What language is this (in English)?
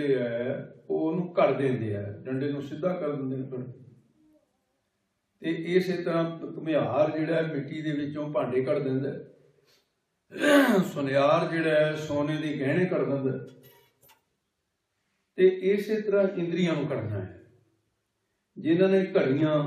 Punjabi